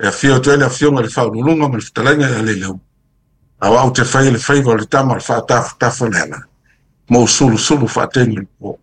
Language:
Samoan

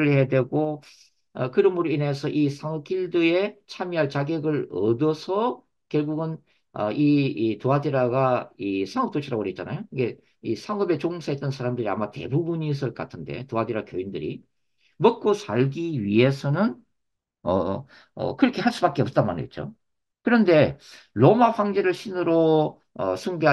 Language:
Korean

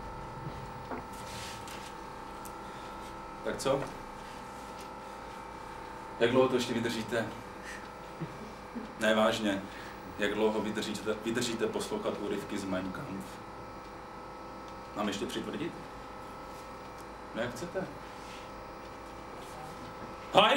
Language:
Czech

